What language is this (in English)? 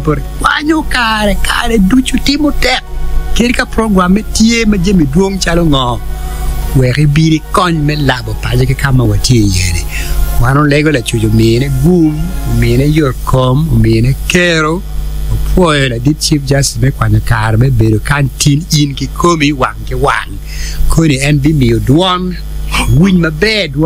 Acoli